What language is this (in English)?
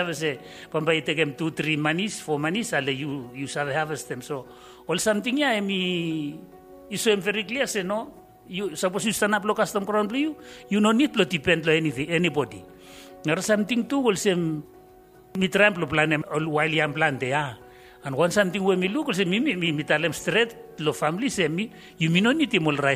Bislama